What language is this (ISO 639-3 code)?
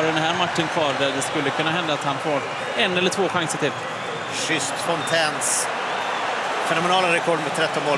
swe